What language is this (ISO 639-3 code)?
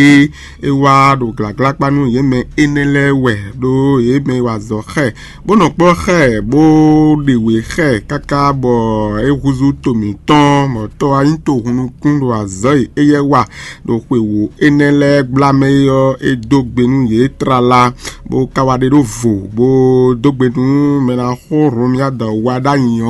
fon